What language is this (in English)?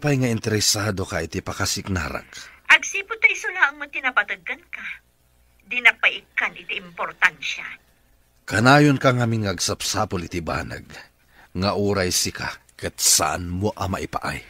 Iloko